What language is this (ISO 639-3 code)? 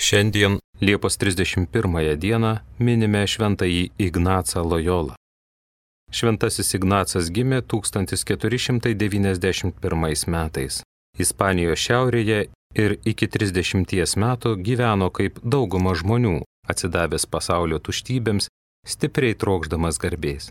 lit